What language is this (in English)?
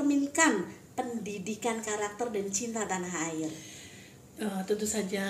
Indonesian